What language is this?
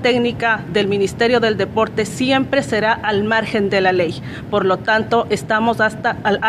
Spanish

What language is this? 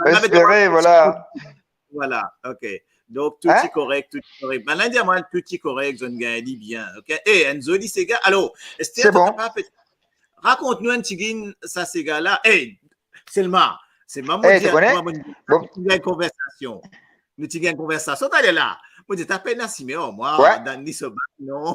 Morisyen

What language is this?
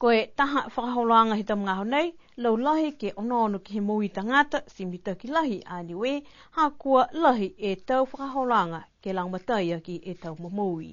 Niuean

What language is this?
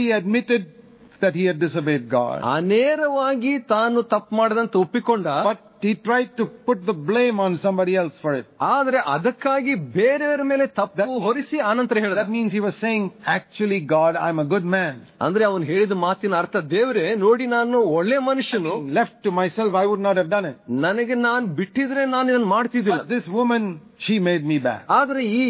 Kannada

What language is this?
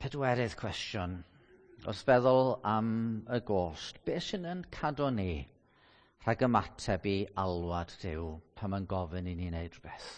Welsh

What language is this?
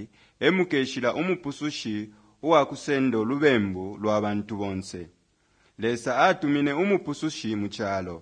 Bemba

